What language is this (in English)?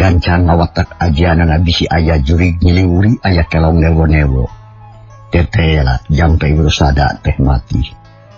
Sundanese